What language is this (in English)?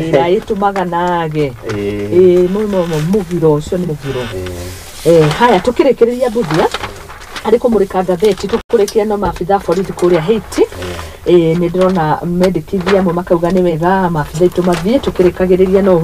Kikuyu